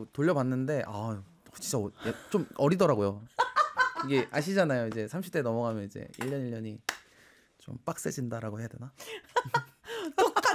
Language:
Korean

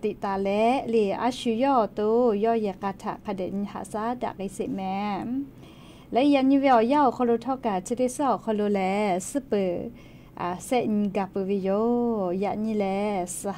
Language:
Lahu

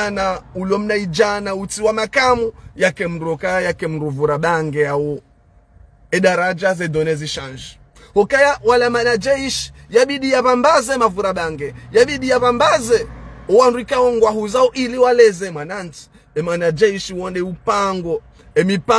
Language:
Ngazidja Comorian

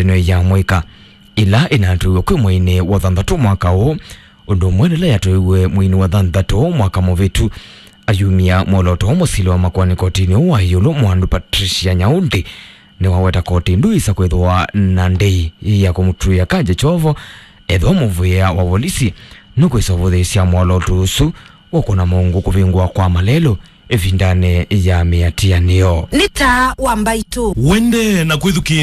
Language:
Kamba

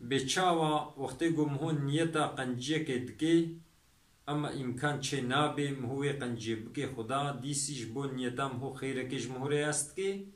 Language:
Kurdish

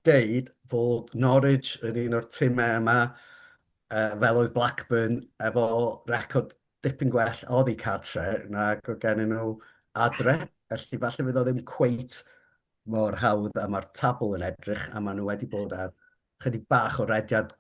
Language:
Welsh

